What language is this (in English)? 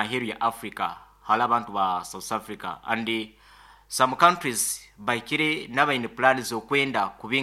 Nyankole